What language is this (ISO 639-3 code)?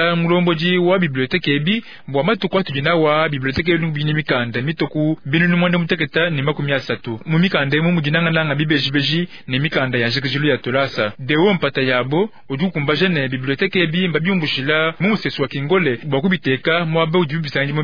lua